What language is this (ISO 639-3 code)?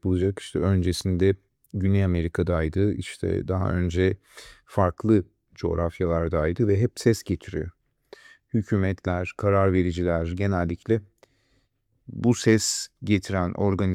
tur